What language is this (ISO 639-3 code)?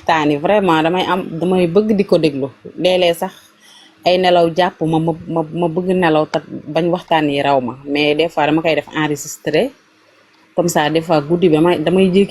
wol